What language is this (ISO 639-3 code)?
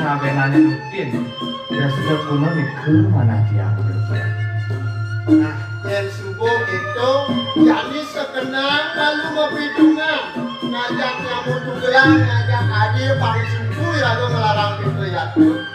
ban